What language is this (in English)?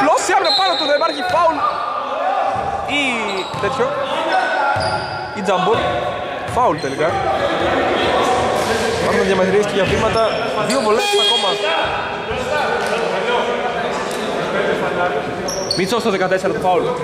Greek